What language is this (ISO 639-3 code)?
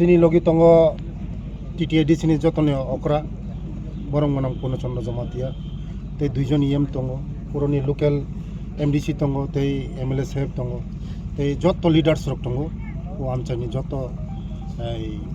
trp